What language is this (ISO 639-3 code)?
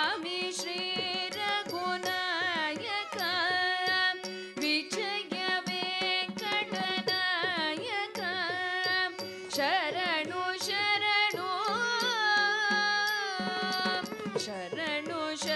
kan